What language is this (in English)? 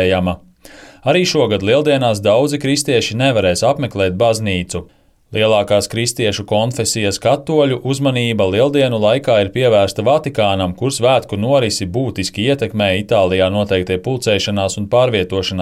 Latvian